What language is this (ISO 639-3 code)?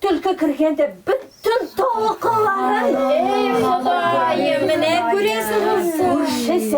tat